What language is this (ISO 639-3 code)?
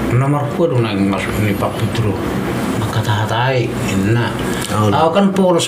bbc